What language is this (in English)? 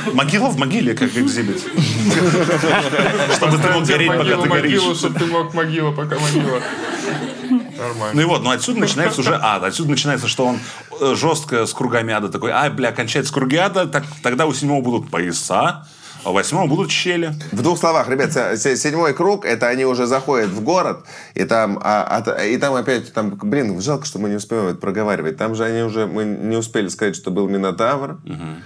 Russian